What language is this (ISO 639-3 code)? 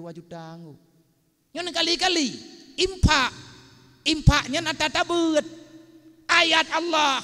ace